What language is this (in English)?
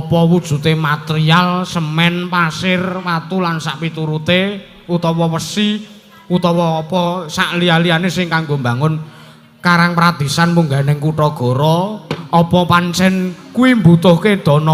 Javanese